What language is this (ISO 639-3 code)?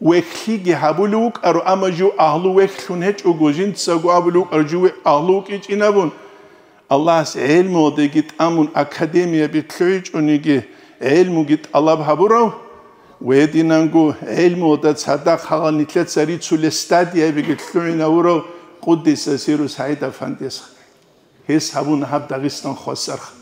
ava